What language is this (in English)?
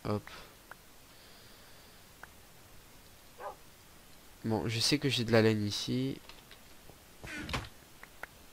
French